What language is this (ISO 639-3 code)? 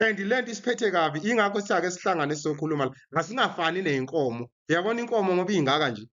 zul